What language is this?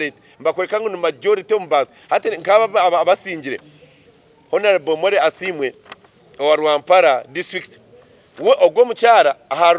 Nyankole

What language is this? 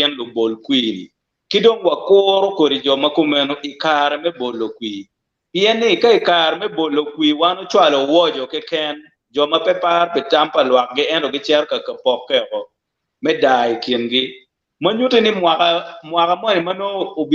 Acoli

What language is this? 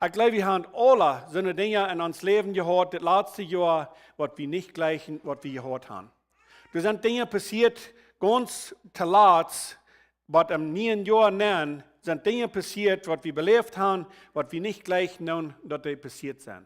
Plautdietsch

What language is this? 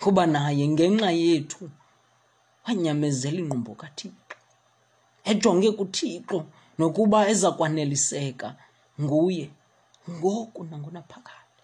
Xhosa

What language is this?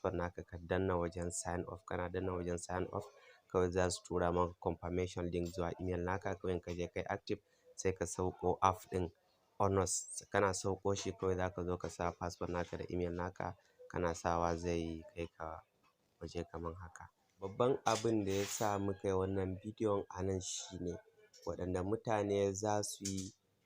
Hausa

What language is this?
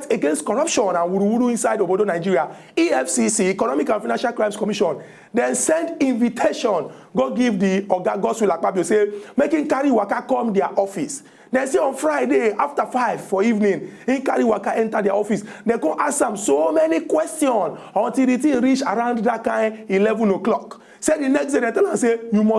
Nigerian Pidgin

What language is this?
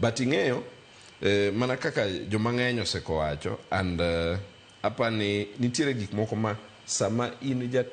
Luo (Kenya and Tanzania)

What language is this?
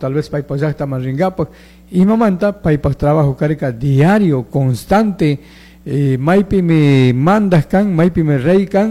Chimborazo Highland Quichua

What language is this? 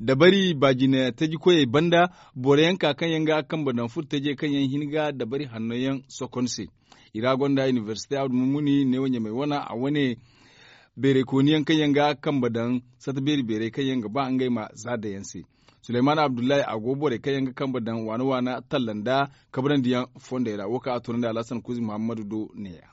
Zarma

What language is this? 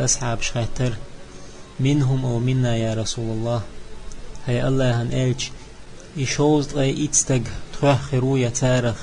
Chechen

